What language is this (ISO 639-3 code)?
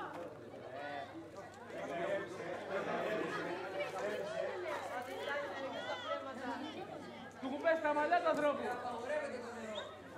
ell